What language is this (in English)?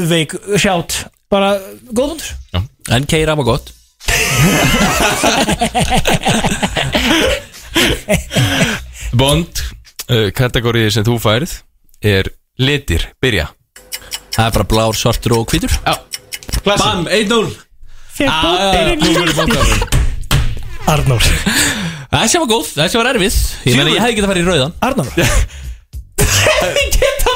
Icelandic